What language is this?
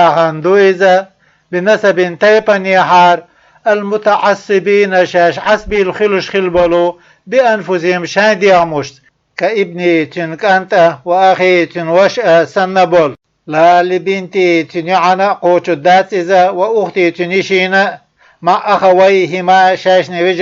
Chechen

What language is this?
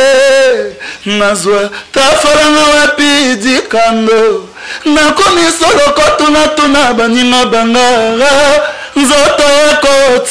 Lingala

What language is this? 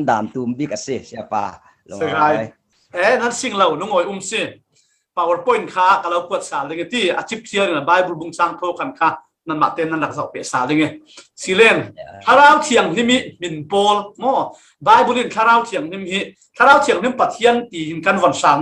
Falam Chin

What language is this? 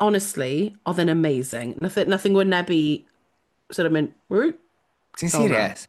Welsh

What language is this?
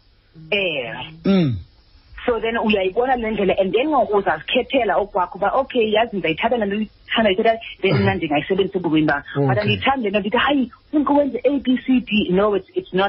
Xhosa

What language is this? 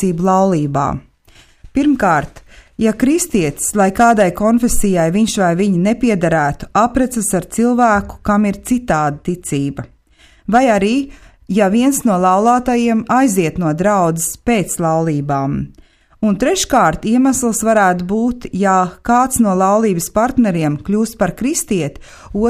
Latvian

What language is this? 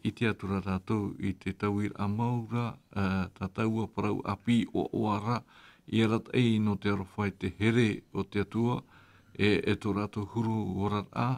Tahitian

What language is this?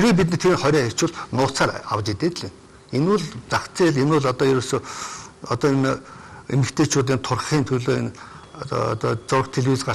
Mongolian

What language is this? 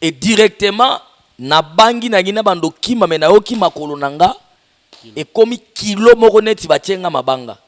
Lingala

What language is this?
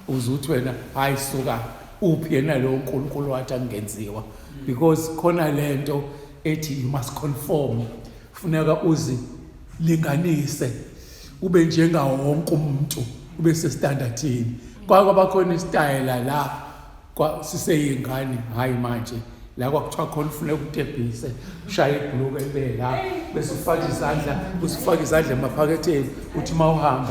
Zulu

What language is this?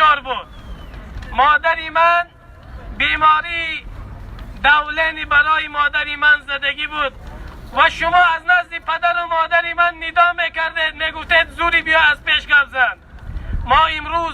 Tajik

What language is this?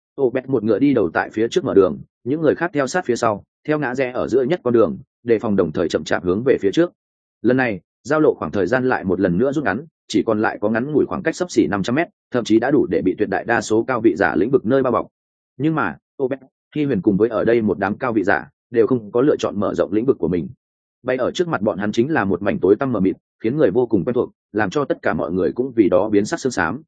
Vietnamese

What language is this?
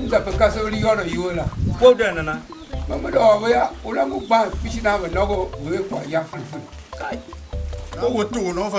Tiv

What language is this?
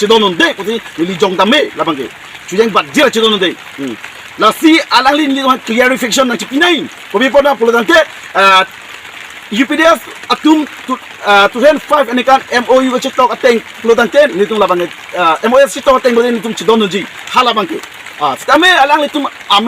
Karbi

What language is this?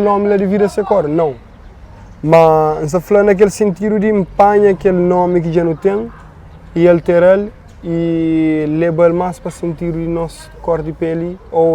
Kabuverdianu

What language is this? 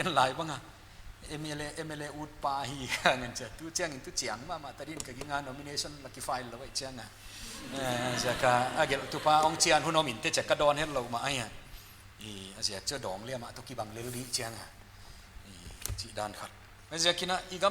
Paite Chin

